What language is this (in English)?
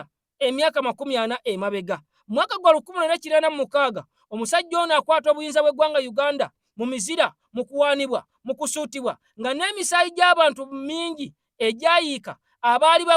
Ganda